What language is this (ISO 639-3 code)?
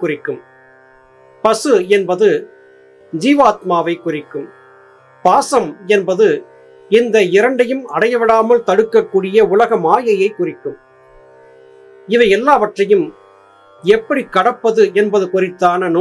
tam